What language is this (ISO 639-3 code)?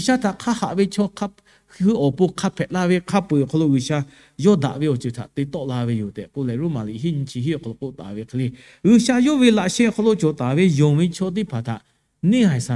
lhu